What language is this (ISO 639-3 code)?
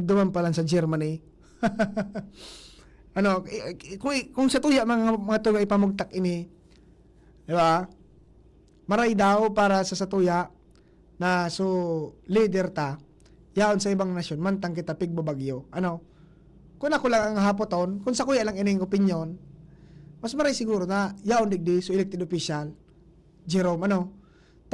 bik